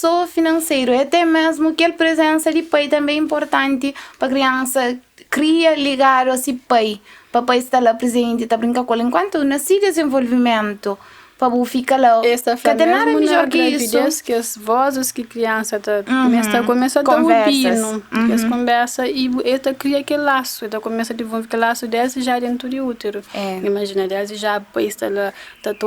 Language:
Kabuverdianu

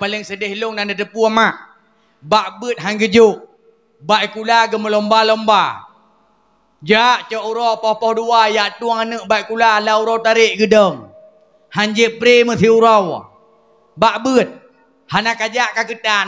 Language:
Achinese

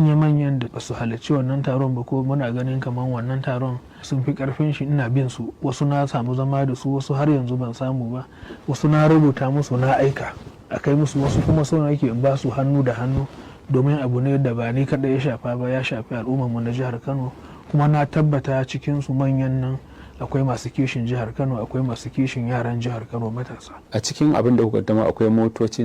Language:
Hausa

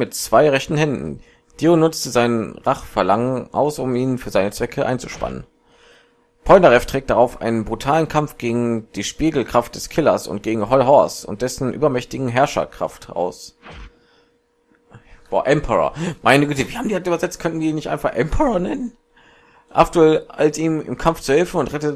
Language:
German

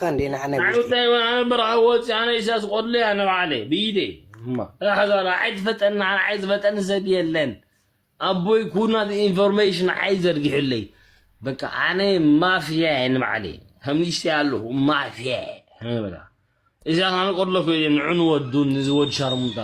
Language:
Tigrinya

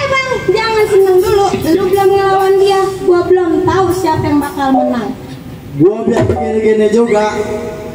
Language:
Betawi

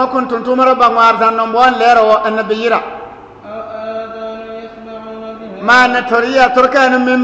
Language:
Bissa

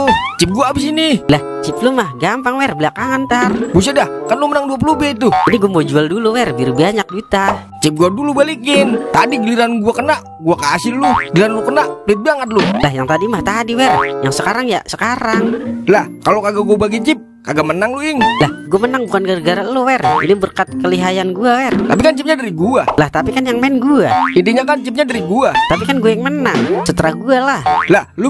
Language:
Betawi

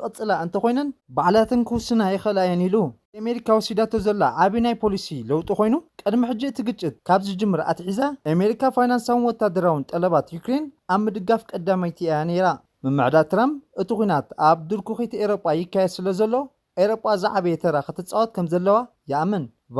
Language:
Tigrinya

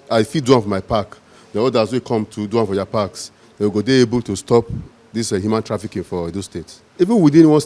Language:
Nigerian Pidgin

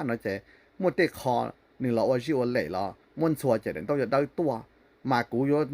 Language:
Hmong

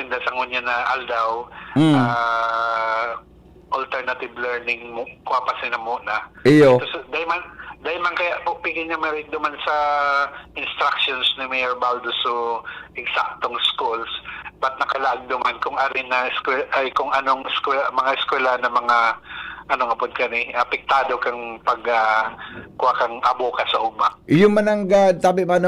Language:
Bikol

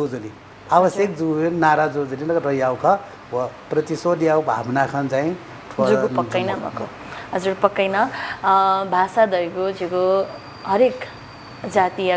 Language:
Newari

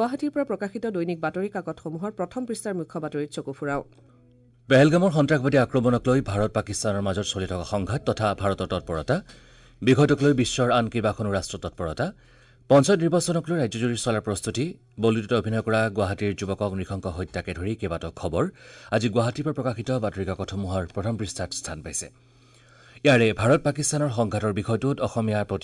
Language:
Assamese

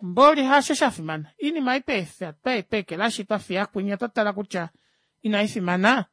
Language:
Kuanyama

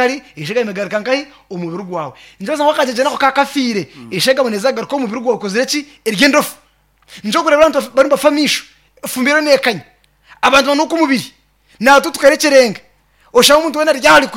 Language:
Nyankole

